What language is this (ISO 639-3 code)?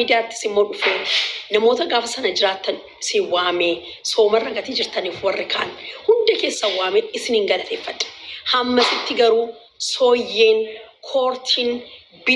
orm